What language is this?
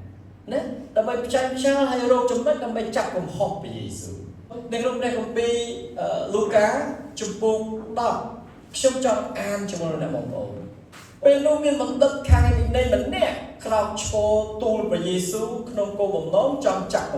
Khmer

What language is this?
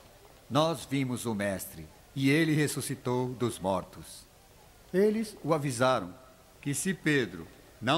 Portuguese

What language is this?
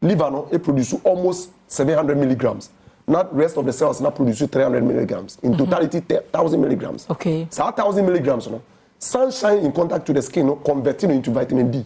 Akan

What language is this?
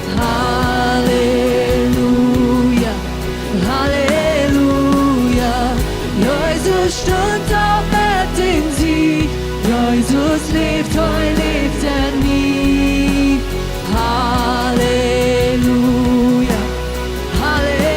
Plautdietsch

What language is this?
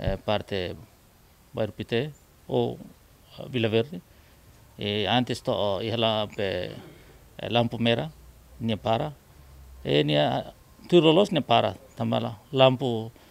Tetum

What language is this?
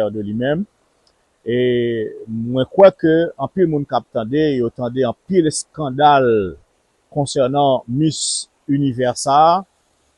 Haitian Creole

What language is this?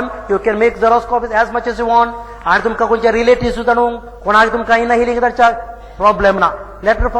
Konkani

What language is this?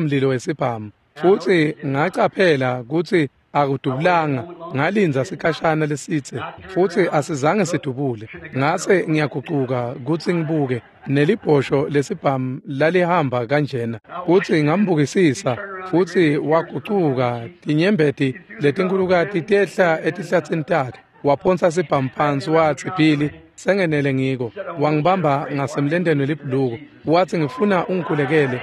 Swati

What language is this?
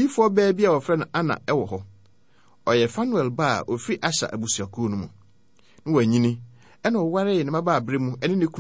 Akan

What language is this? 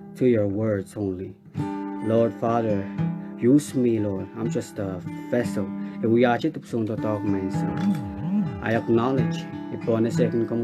Pohnpeian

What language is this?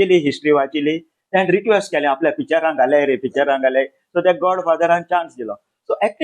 Konkani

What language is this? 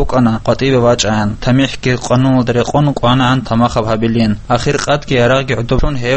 Avaric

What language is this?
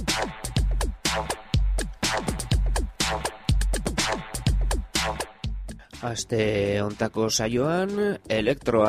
Basque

